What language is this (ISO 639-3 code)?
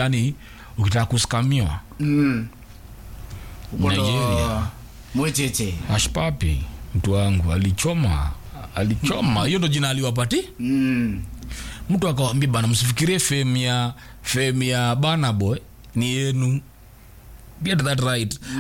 swa